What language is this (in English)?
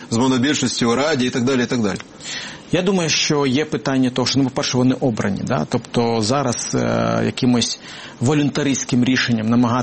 Ukrainian